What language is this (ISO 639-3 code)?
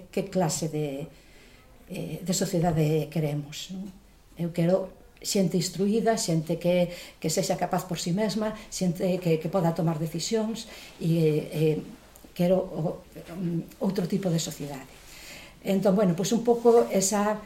glg